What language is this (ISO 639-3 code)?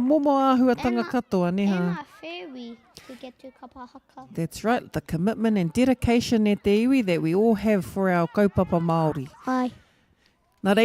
mri